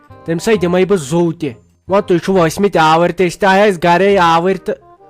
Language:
Kashmiri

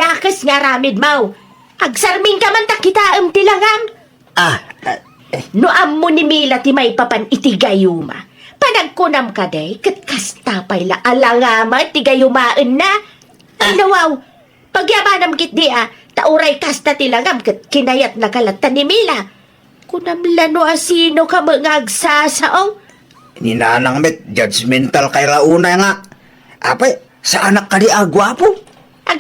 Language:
Iloko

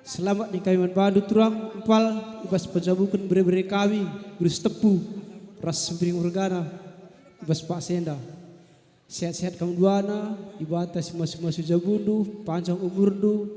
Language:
Batak Karo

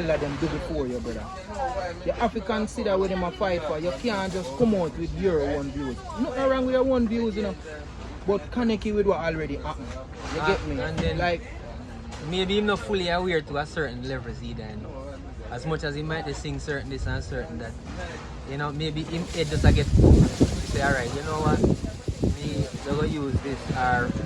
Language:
Jamaican Creole English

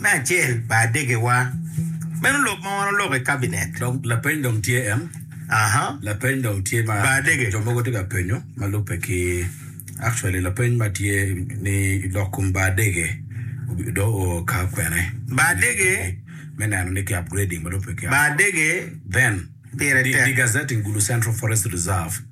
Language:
Acoli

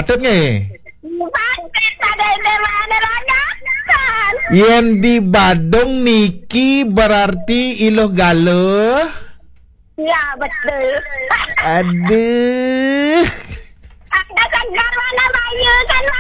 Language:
Balinese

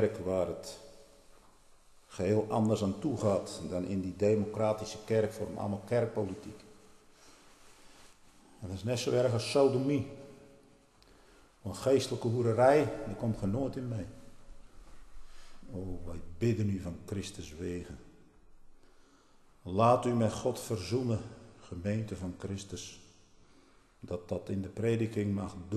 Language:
Dutch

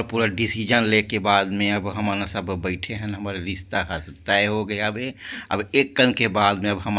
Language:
Chhattisgarhi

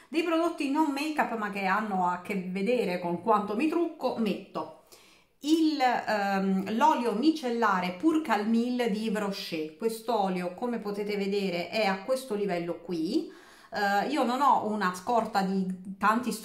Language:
Italian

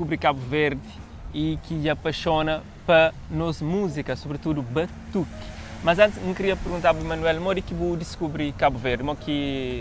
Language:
Kabuverdianu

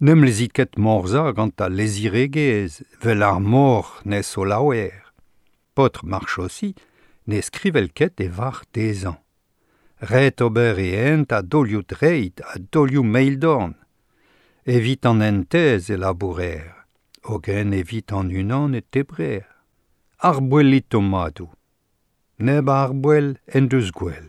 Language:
Breton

